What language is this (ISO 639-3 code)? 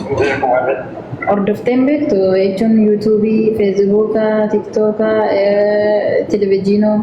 orm